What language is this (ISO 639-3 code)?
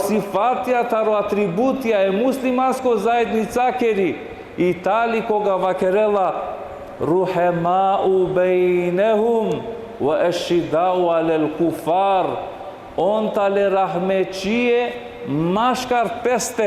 rmn